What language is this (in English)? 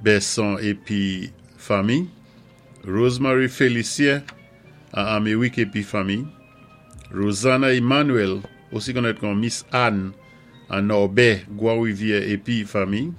Saint Lucian Creole French